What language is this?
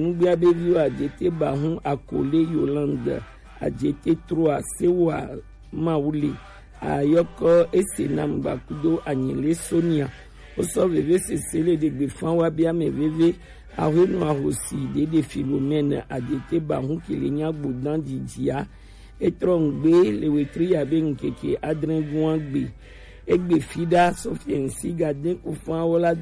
Gen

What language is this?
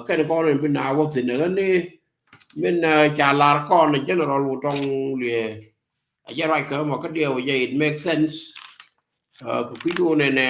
Nuer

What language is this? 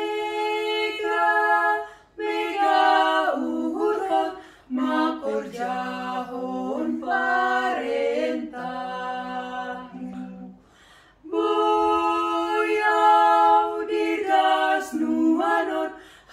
Batak Simalungun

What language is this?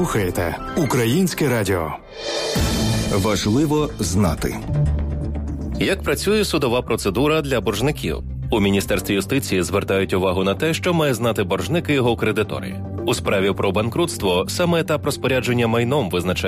Ukrainian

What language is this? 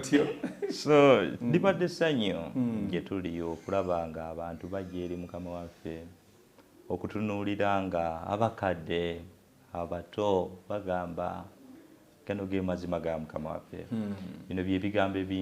Ganda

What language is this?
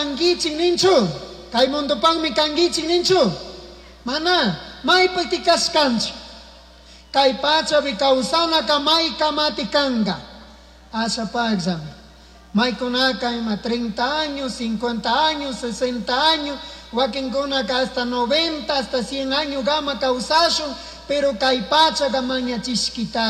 Chimborazo Highland Quichua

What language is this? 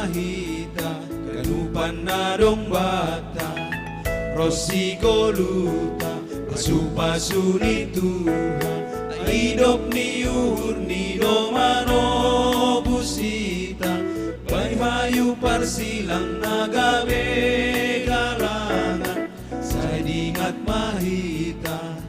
Batak Simalungun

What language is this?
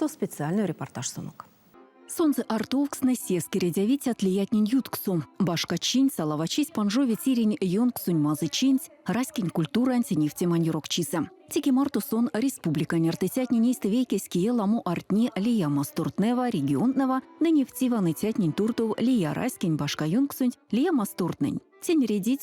Erzya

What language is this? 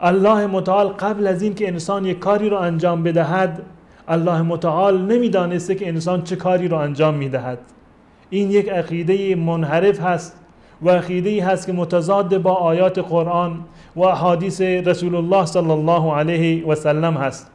Persian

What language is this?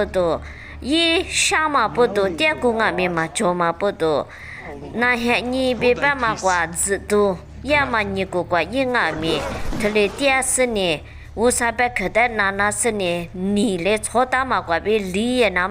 Lisu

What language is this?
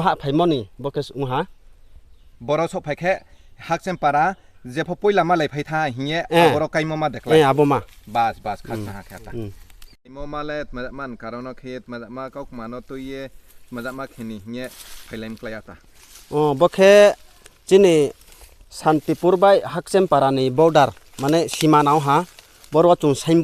Riang (India)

